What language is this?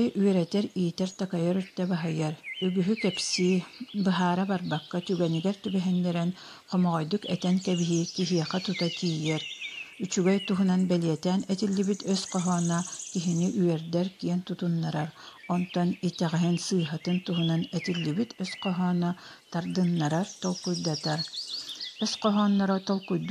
Yakut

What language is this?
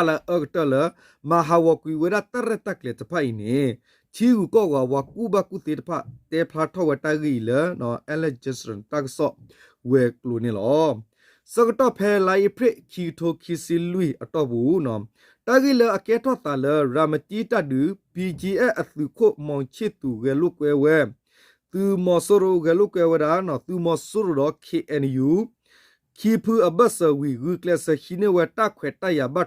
S'gaw Karen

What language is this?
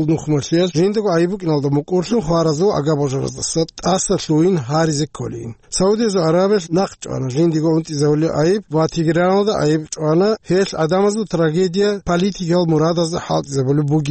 Avaric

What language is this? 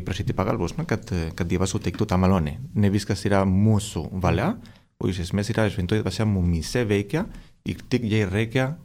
Lithuanian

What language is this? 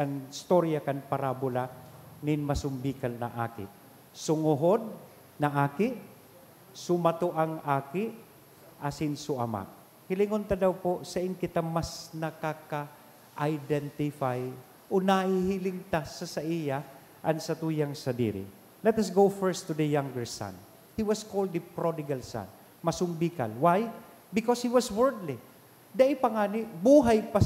Bikol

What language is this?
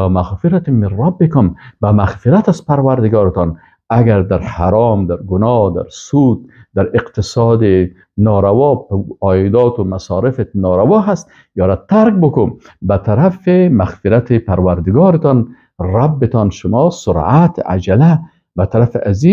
Persian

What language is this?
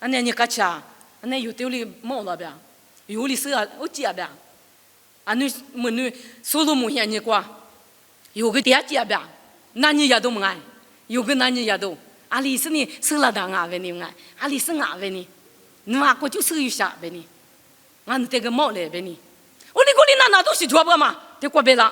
Lisu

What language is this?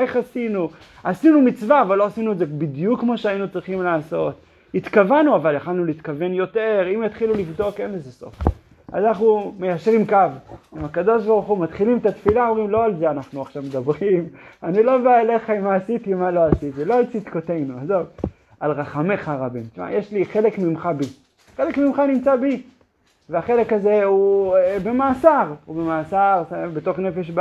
Hebrew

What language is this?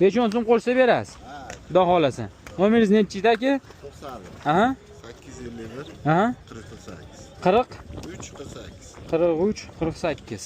Uzbek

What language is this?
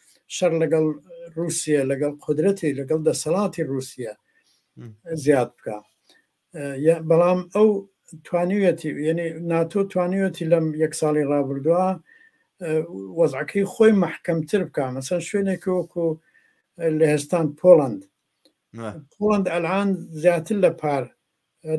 Central Kurdish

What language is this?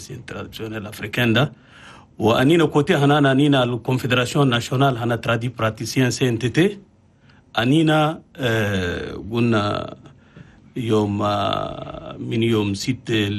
Chadian Arabic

